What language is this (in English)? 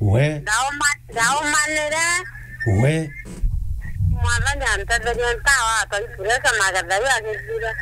Meru